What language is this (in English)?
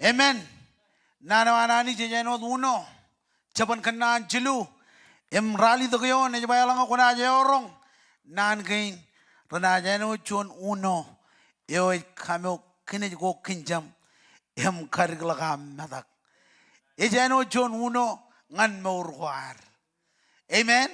Marshallese